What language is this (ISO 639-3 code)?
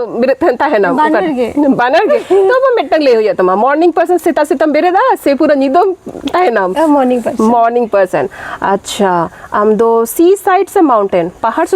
sat